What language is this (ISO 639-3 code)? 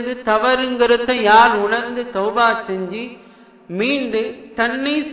tam